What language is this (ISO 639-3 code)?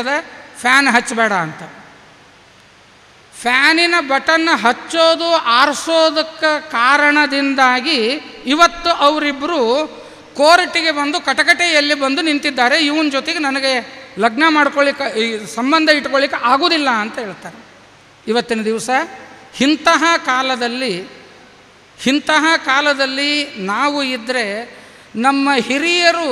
kan